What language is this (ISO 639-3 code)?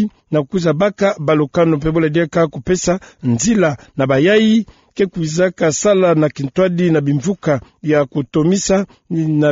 ktu